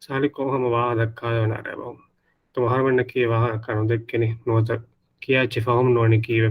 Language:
Divehi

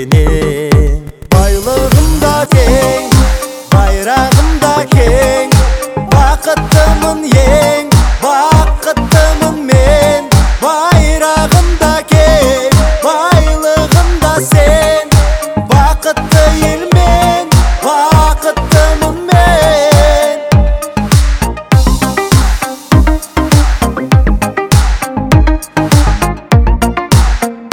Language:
Kazakh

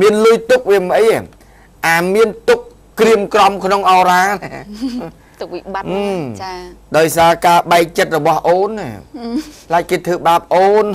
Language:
Khmer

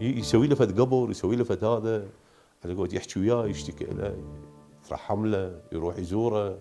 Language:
Mesopotamian Arabic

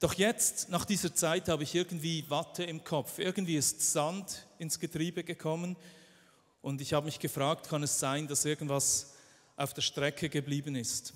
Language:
Swiss German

